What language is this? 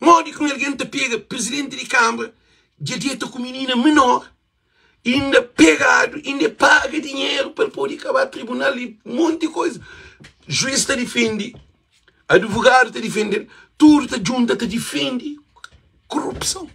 Kabuverdianu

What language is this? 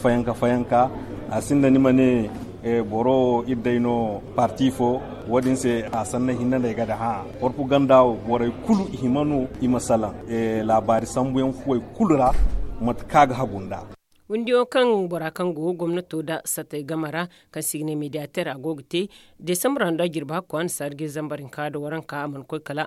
Zarma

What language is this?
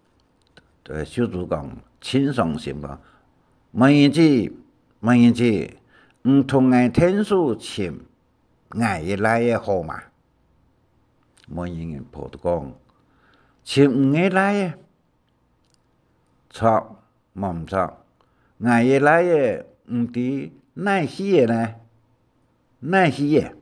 Hakka Chinese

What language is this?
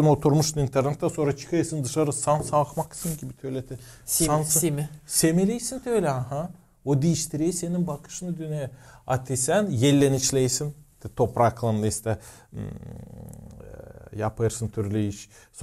Gagauz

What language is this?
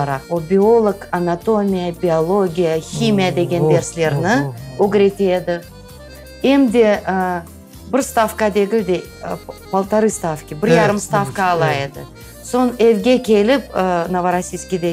Crimean Tatar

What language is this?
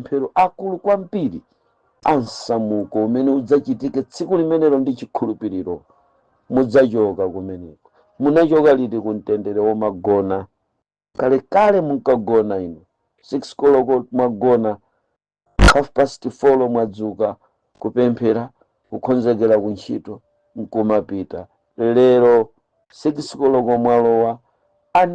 Nyanja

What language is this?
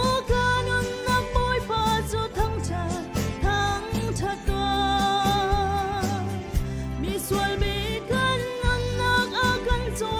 Hakha Chin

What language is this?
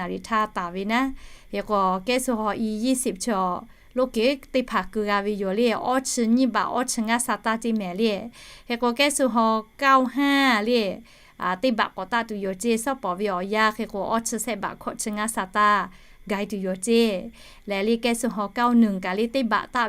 Lahu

